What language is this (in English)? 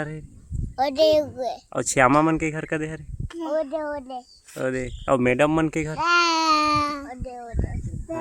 Chhattisgarhi